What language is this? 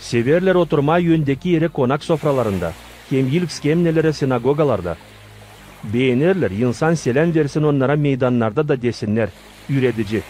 Gagauz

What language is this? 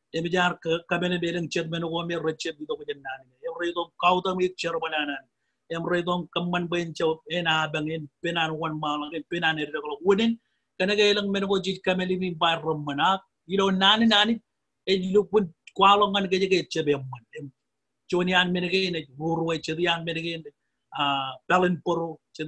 Marshallese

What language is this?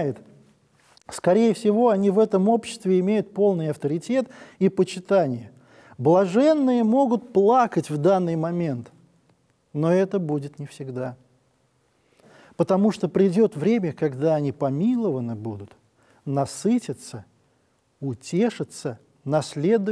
Russian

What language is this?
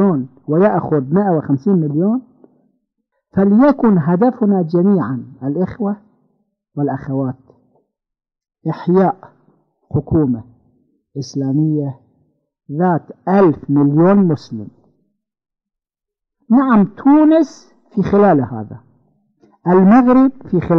Arabic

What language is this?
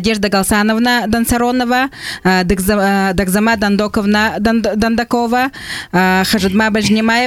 Buriat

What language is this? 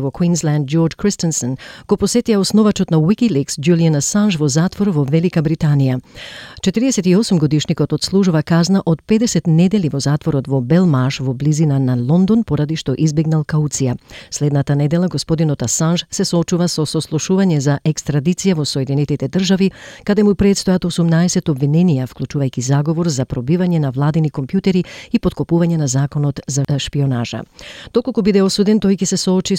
Macedonian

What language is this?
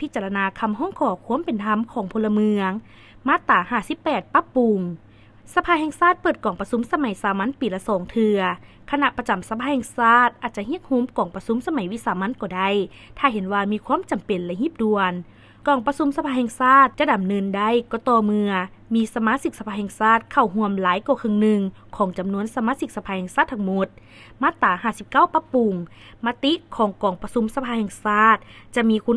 Lao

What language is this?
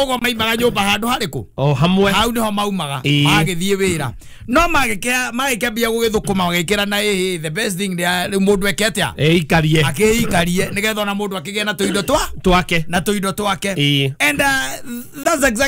Kikuyu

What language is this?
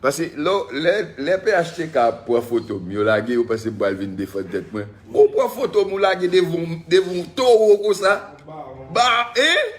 Haitian Creole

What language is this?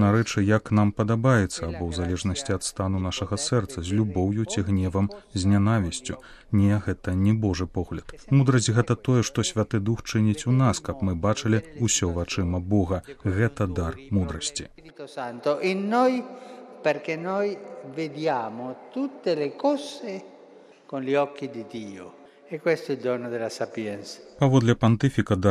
Belarusian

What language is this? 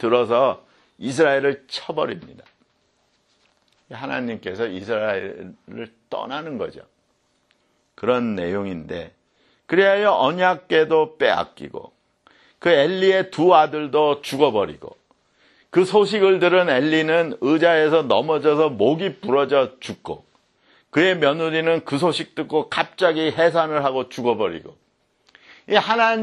Korean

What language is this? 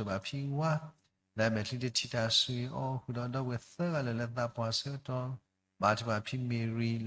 S'gaw Karen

